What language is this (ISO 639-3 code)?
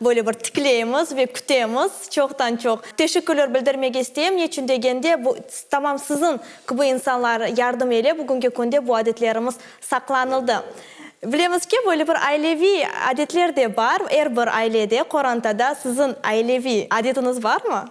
crh